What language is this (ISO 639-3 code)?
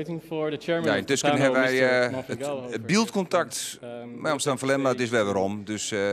fry